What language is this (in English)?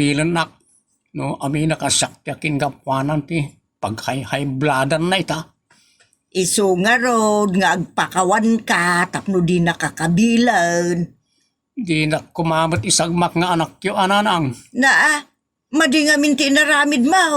Iloko